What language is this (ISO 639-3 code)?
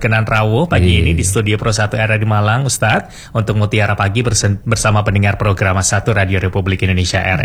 ind